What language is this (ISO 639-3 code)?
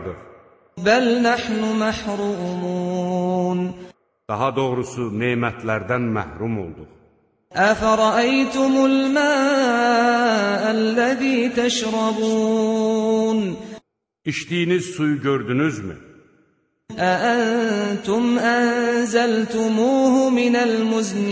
aze